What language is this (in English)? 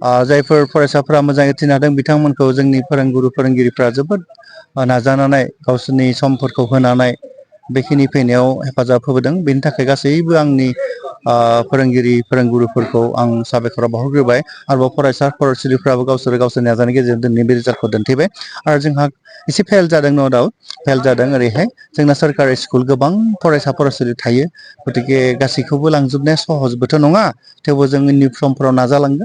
Bodo